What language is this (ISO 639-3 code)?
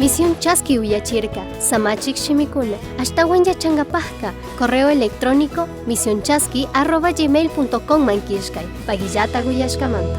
qug